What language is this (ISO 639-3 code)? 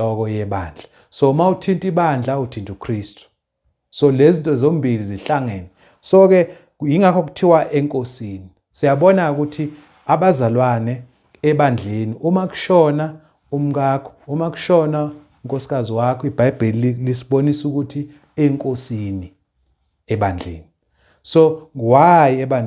zul